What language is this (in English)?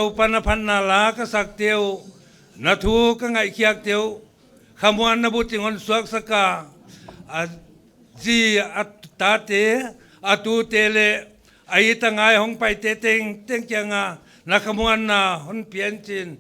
Paite Chin